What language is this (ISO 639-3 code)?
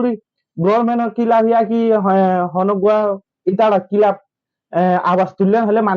rhg